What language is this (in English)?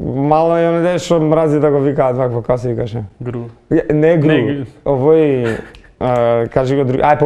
Macedonian